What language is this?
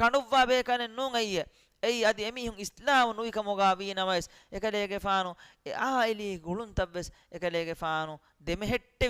Divehi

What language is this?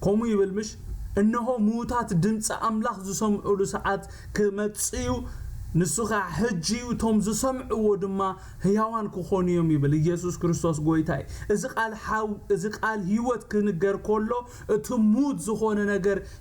Tigrinya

